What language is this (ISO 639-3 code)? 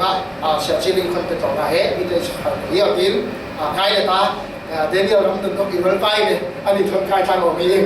cfm